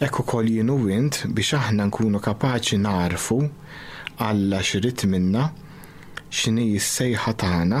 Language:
Maltese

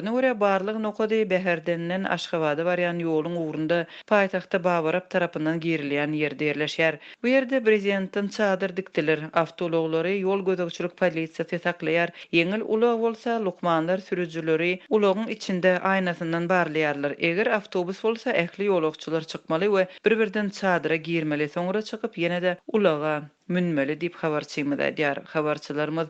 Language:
Turkmen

